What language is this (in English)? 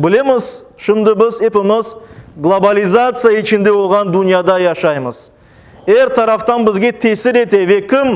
Crimean Tatar